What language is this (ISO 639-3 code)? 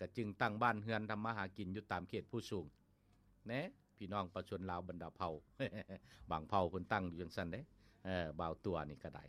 lao